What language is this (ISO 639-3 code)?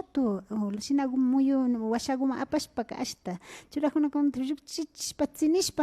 qvi